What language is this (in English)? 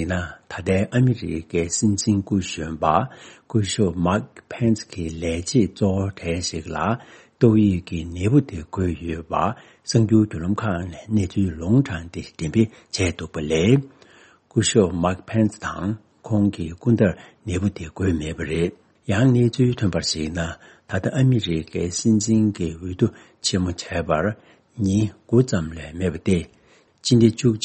Tibetan